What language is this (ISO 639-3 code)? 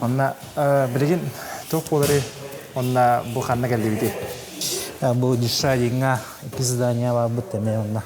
sah